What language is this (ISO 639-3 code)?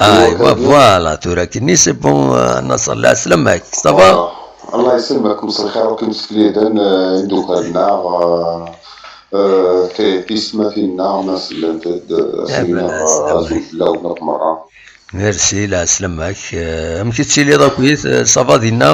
kab